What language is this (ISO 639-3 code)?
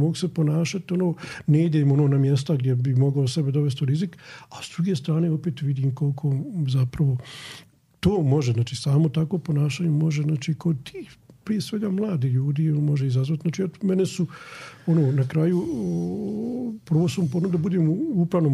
hrv